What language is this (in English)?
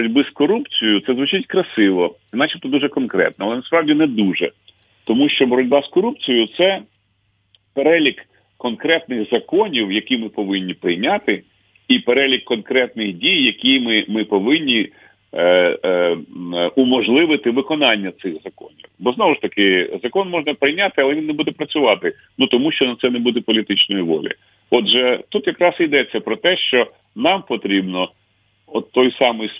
Ukrainian